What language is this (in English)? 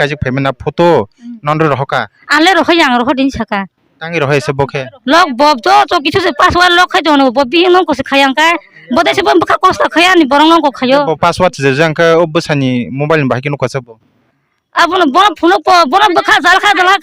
Kok Borok